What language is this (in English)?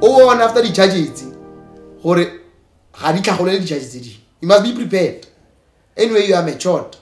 Tswana